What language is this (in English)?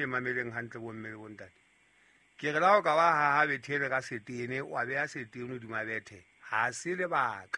Southern Sotho